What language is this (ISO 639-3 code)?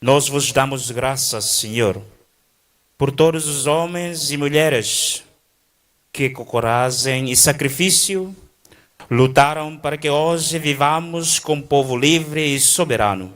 tet